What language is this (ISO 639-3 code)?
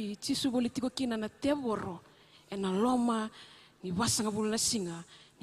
fij